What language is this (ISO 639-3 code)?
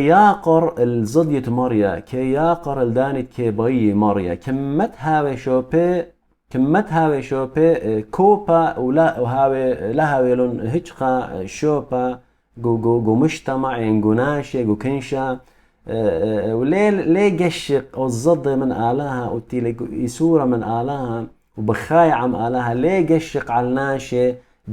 aii